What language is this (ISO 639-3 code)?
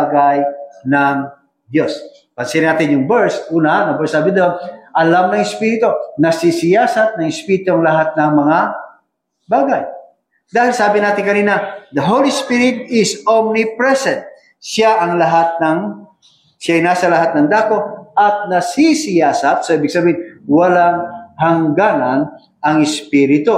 fil